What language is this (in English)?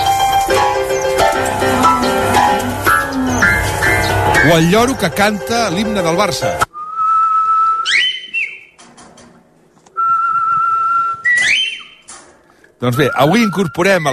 Catalan